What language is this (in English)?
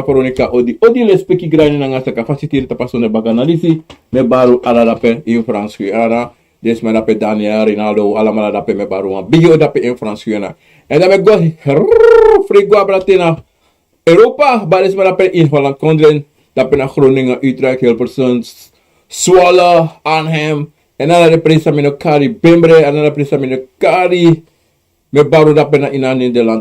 Sranan Tongo